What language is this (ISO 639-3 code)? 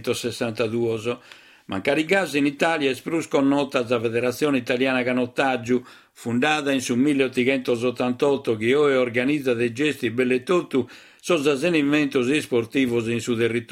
srd